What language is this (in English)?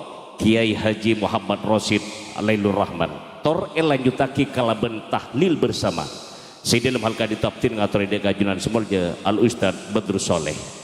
Madurese